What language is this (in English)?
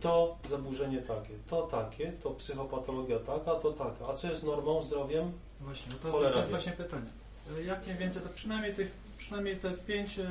Polish